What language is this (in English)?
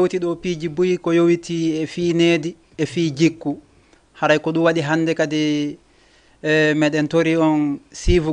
Fula